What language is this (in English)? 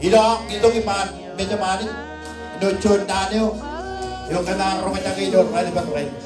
Marshallese